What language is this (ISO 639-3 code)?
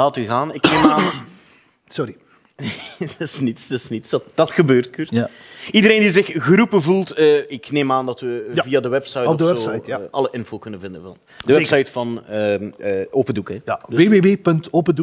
nld